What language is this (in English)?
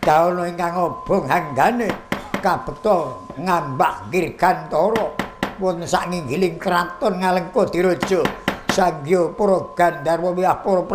Javanese